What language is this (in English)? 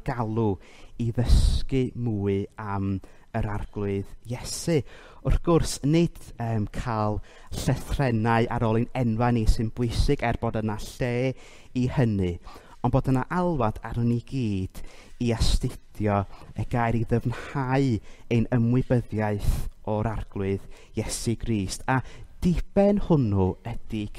Welsh